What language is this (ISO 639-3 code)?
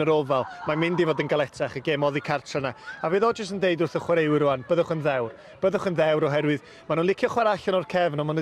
cym